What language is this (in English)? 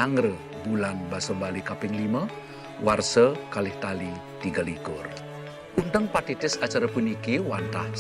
Balinese